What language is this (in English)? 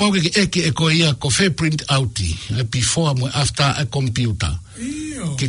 Tongan